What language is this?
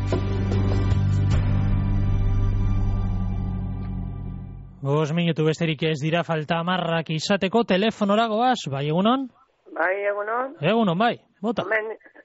Basque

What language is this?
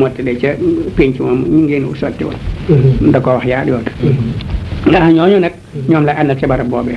Wolof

